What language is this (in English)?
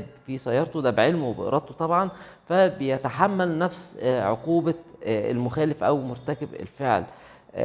Egyptian Arabic